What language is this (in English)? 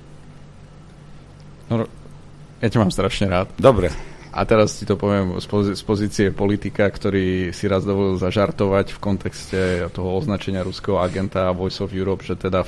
Slovak